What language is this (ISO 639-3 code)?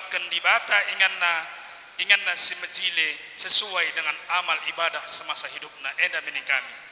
btx